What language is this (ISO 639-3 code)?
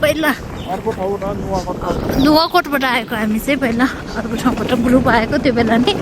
nep